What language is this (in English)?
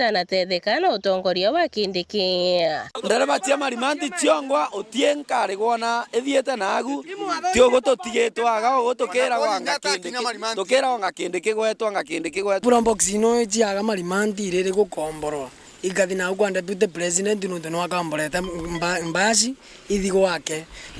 Meru